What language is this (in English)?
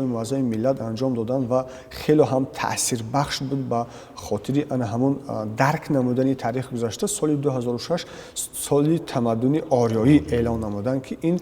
Tajik